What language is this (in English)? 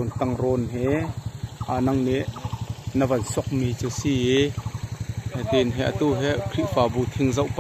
Hakha Chin